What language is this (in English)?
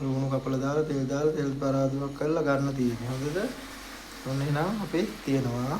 Sinhala